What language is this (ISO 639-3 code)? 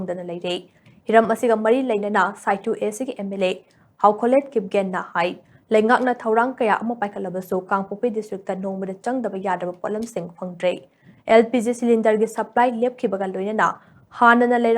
mni